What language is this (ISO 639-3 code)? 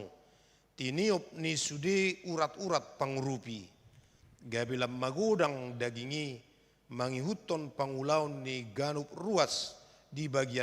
bbc